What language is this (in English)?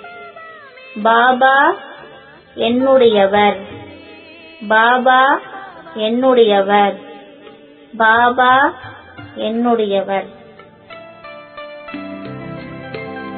Tamil